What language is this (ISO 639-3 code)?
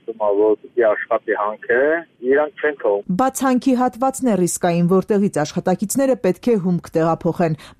hye